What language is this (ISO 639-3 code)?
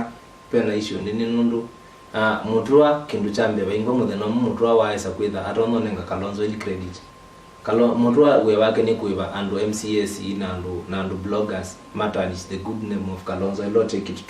kam